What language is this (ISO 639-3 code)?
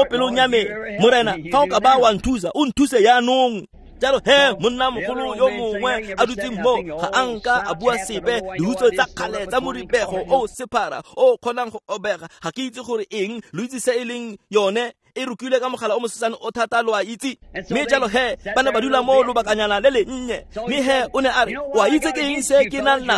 tsn